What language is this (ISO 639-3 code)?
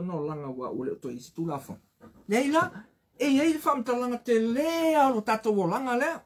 smo